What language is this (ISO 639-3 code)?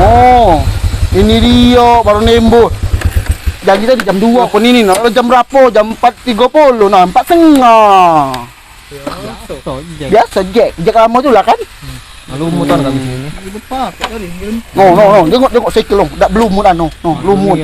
mui